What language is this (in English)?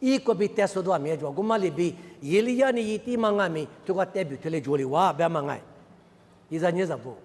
Lisu